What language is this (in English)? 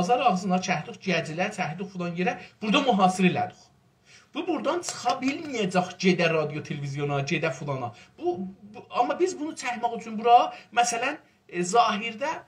South Azerbaijani